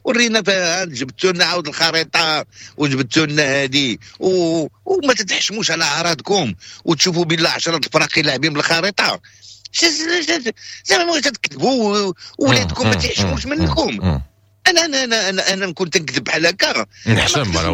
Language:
Moroccan Arabic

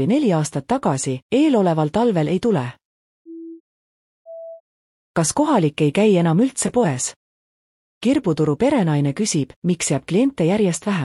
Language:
Estonian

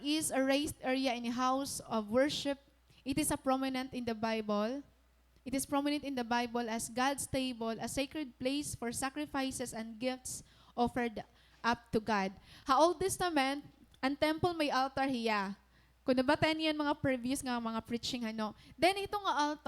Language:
Waray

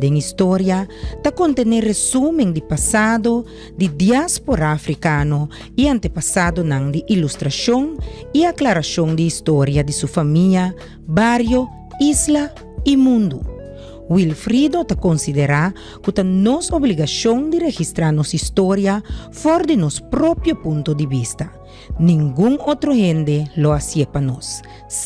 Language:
Papiamento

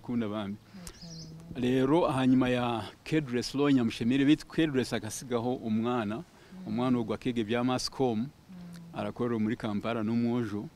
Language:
Kinyarwanda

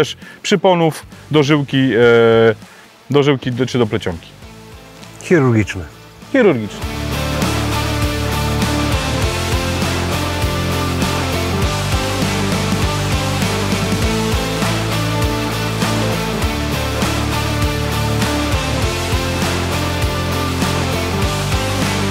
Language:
Polish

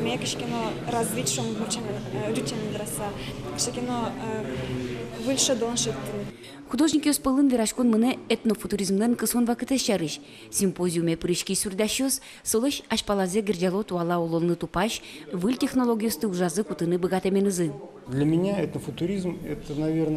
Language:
Udmurt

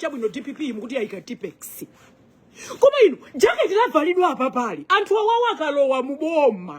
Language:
Nyanja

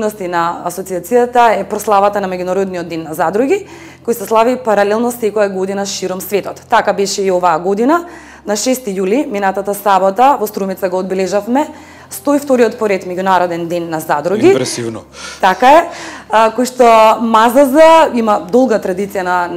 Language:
Macedonian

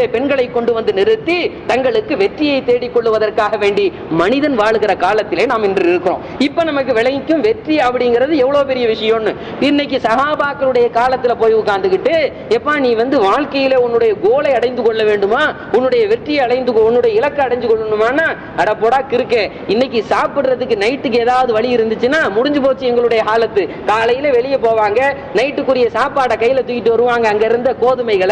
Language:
Tamil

